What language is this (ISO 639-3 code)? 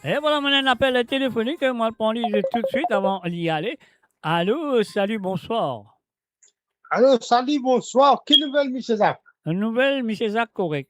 mfe